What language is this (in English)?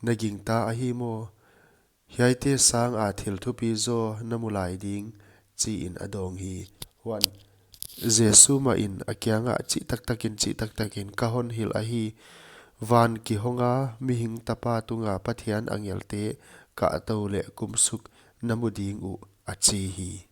Paite Chin